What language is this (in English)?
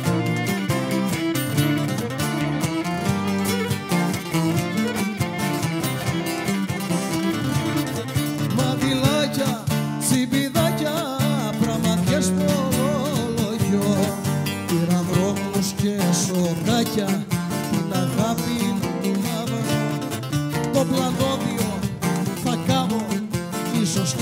Greek